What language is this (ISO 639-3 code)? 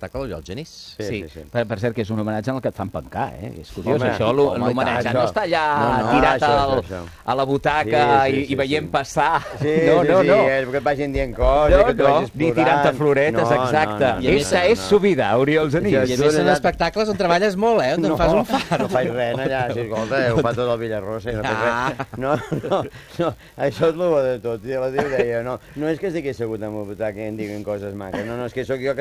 cat